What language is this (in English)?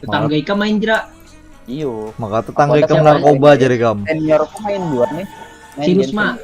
Banjar